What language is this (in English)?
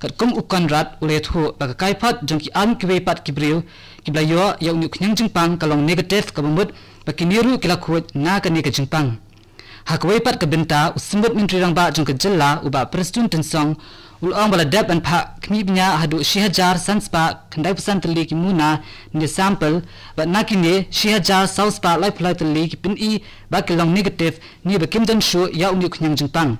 Khasi